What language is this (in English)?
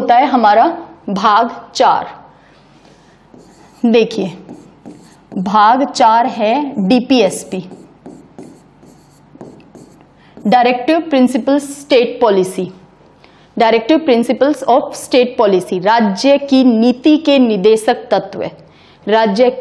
Hindi